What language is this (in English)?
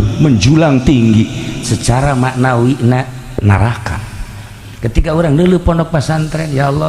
Sundanese